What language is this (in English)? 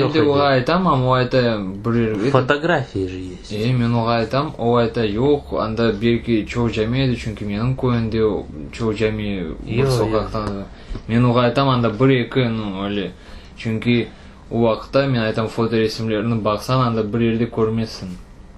Crimean Tatar